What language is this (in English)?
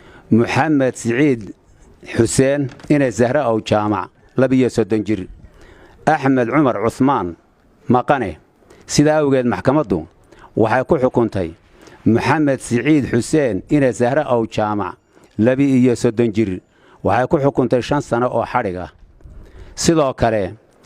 Somali